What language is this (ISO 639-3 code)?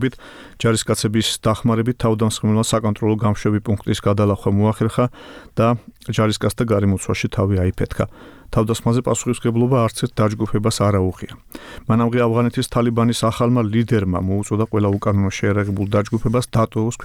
kat